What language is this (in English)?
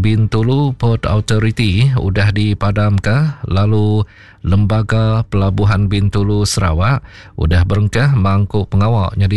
Iban